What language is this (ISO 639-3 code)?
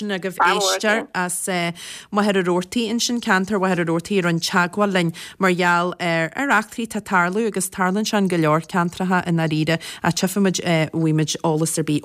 gle